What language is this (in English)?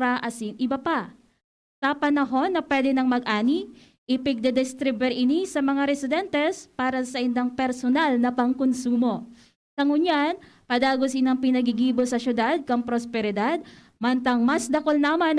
Bikol